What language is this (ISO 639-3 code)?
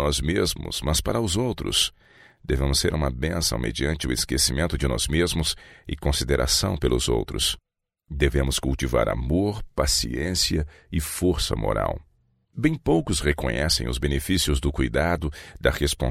por